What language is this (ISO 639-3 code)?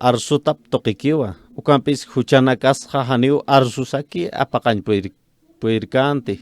aym